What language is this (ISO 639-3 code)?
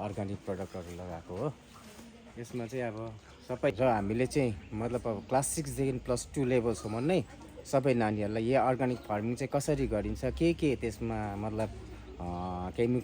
nep